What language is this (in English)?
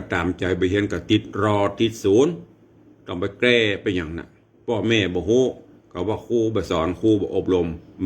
Northern Thai